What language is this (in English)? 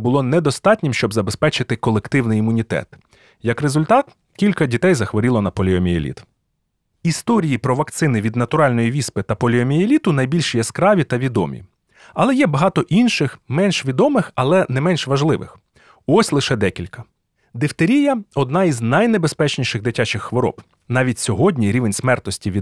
Ukrainian